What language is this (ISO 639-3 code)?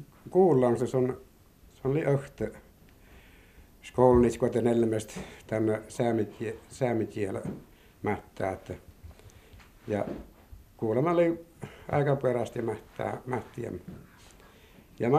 fin